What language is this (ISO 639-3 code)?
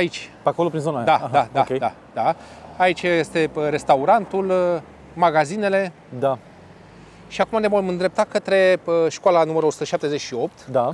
ron